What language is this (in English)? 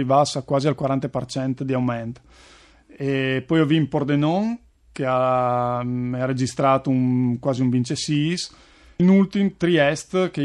Friulian